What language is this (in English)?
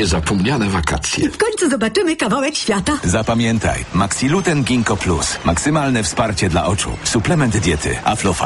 Polish